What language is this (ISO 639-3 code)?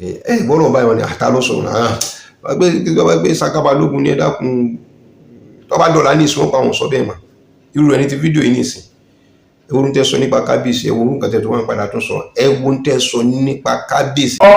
yor